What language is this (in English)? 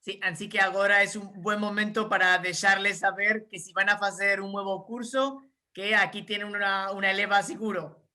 Ladino